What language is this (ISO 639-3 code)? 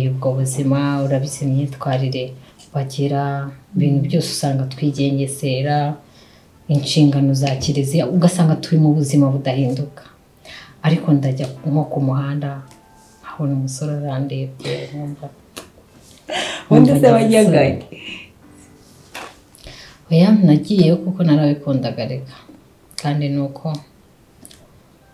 kin